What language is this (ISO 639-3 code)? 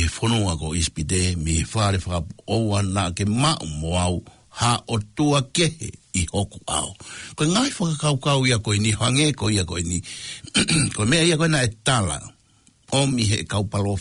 ton